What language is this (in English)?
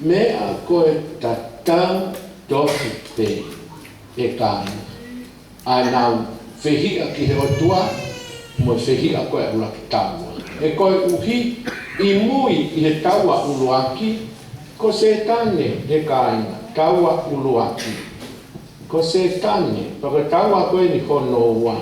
Tongan